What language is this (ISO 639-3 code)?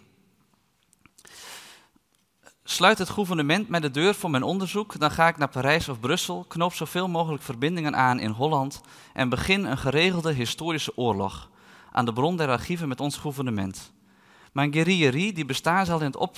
nld